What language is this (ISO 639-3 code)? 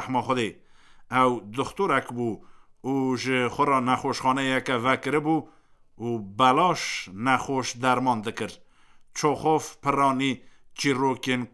kur